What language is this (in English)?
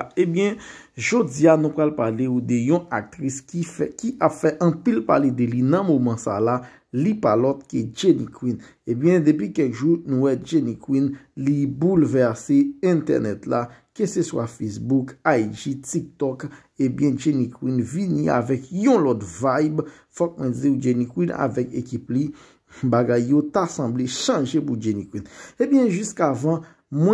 Haitian Creole